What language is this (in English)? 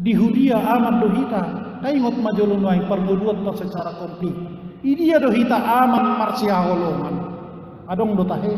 Batak Toba